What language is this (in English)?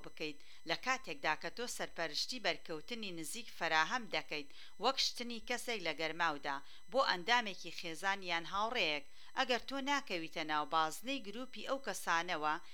Central Kurdish